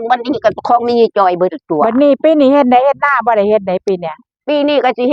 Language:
Northeastern Thai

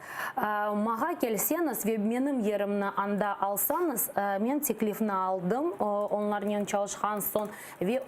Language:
Crimean Tatar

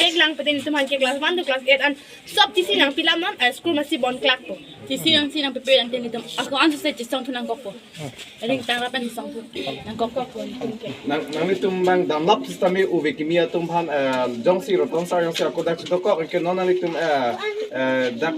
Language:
Karbi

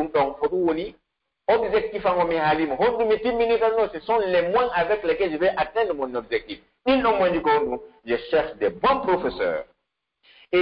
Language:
Pular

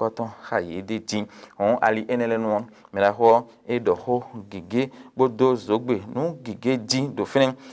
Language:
Fon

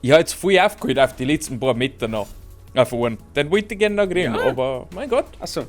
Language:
Bavarian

